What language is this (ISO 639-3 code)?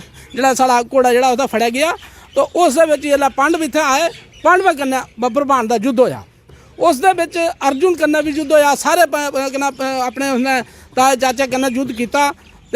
doi